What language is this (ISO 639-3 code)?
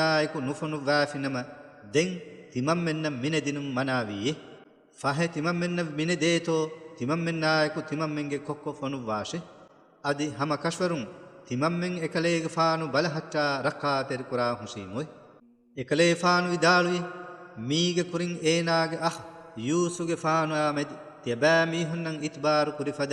div